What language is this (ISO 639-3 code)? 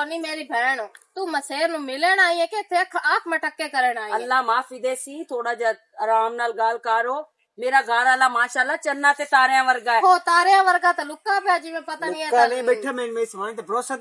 lah